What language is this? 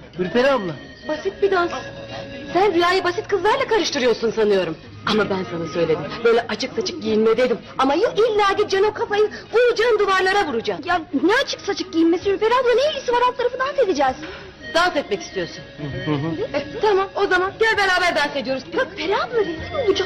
Turkish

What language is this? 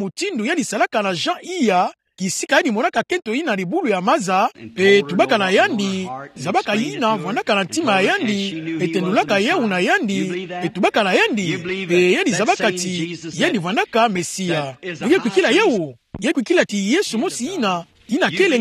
Kituba (Democratic Republic of Congo)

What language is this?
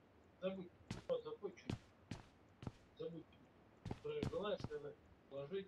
Russian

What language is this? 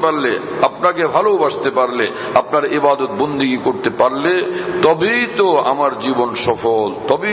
Bangla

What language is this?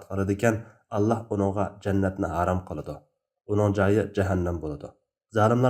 Uyghur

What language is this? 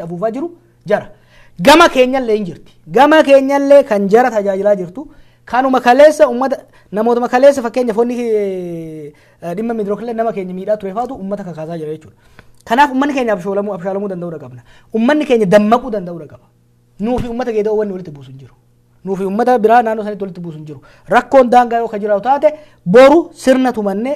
Oromo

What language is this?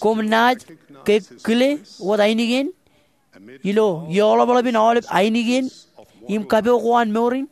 Marshallese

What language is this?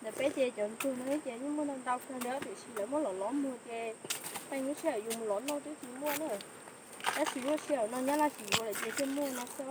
Hmong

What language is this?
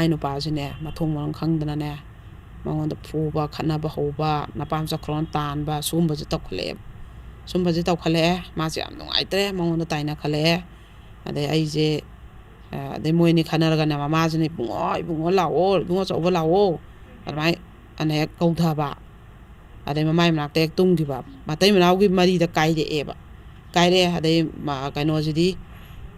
Manipuri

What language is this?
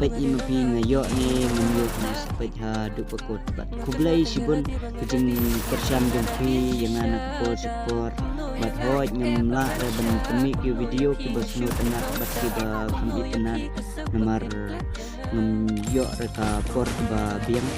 Khasi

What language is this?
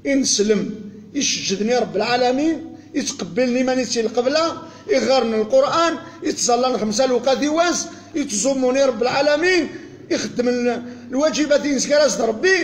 Kabyle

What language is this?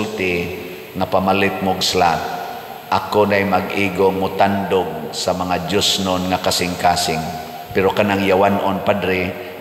Cebuano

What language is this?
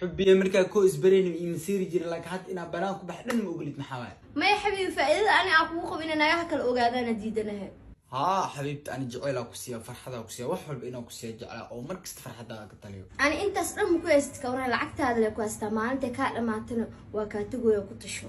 Somali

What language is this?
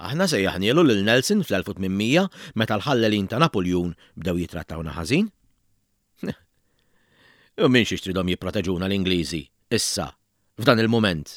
Maltese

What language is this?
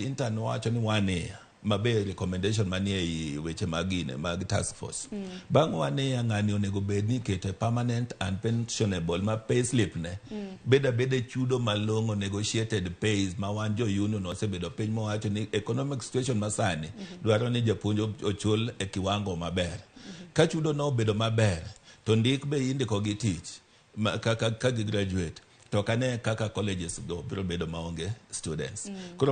Luo (Kenya and Tanzania)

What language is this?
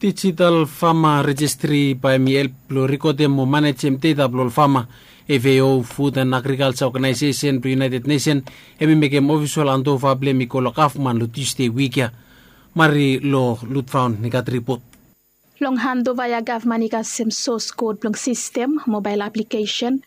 Bislama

